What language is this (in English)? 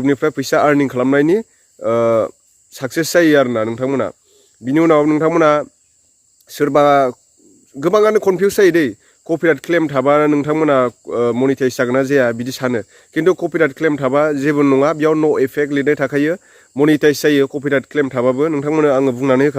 Bodo